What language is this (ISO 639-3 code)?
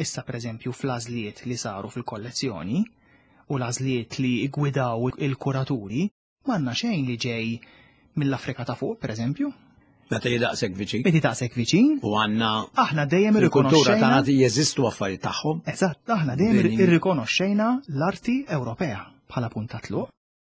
mlt